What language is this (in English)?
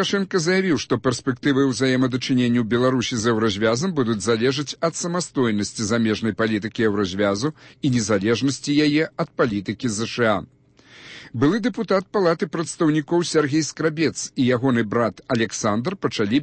Belarusian